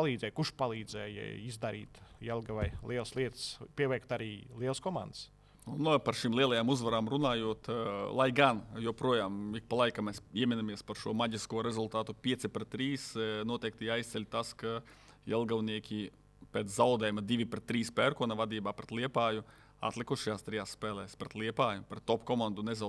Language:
Latvian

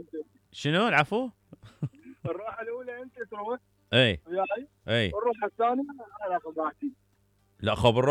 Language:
Mesopotamian Arabic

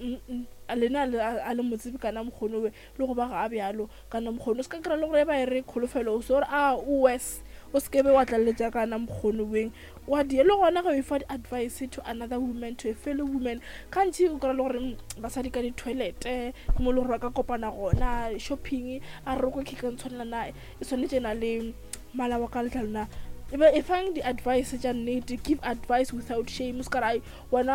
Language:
Northern Sotho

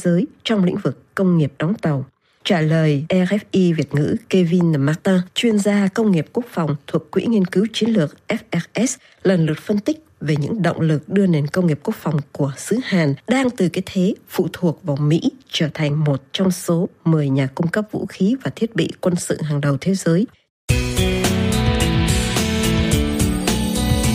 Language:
Vietnamese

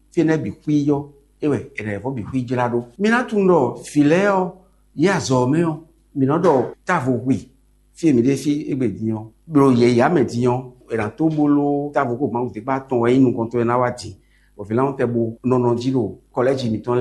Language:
Fon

